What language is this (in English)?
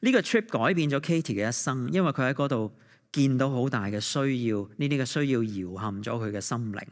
Cantonese